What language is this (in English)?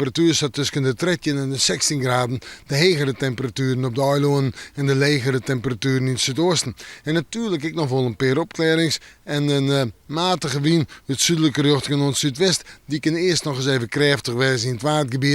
Western Frisian